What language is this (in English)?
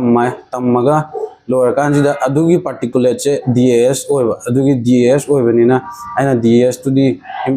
Manipuri